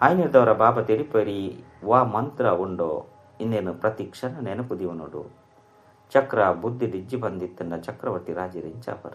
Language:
Tulu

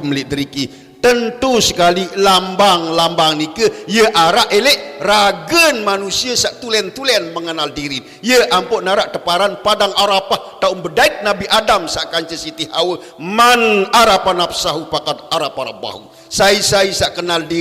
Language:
Sasak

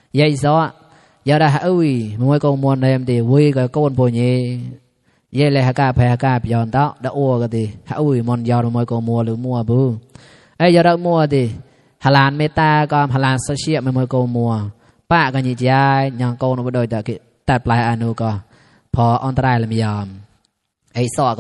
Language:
Mon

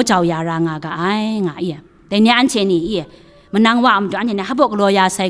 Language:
Kachin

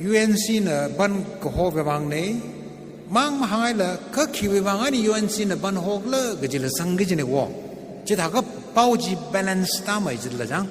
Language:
Tangkhul Naga (India)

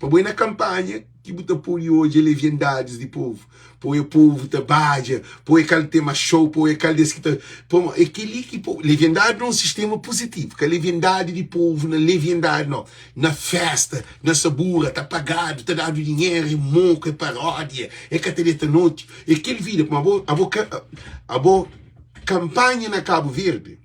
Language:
Kabuverdianu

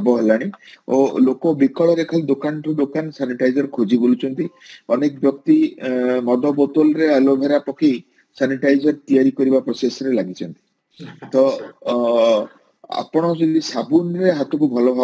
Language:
Odia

